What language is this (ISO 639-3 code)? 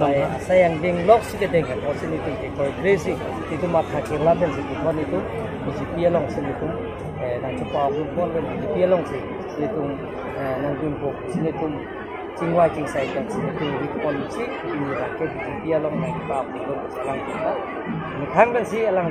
mjw